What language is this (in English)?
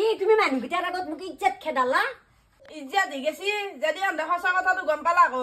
Assamese